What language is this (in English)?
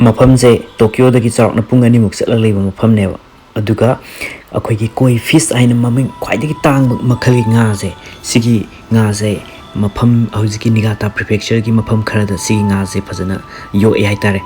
Manipuri